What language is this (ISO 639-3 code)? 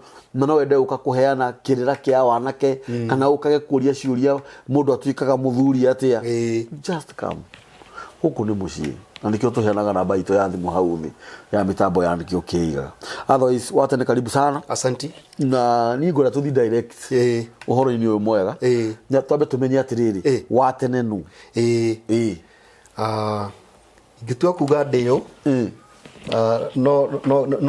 kik